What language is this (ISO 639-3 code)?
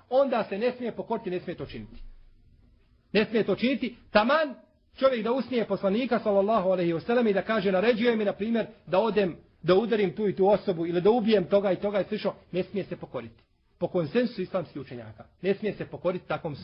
bos